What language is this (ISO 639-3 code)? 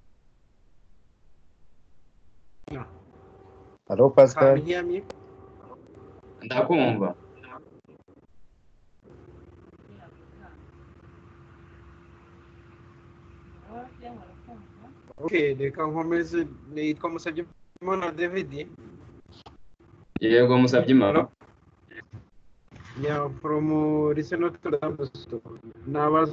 kin